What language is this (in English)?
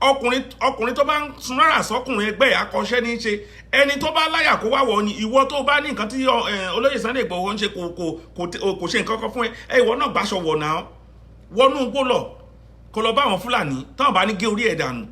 Yoruba